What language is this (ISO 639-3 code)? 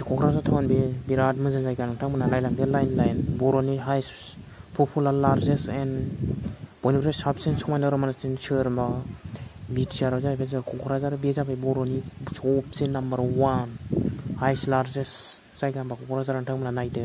brx